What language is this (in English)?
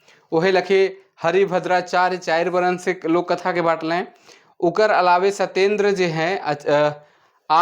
Sadri